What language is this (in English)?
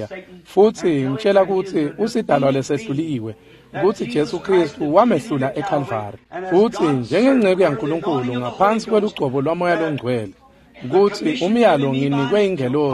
Swati